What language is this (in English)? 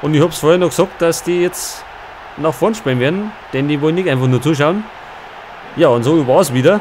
Bavarian